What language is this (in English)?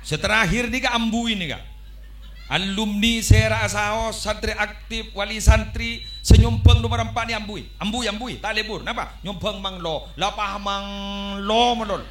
Madurese